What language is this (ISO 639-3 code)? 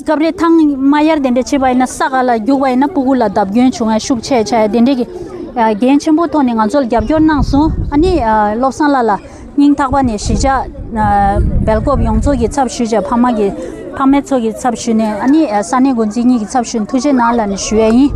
bod